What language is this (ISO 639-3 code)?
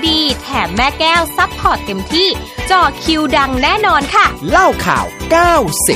tha